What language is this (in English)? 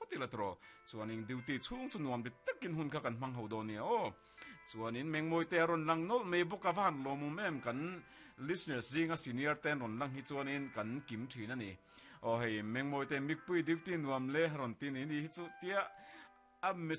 Mizo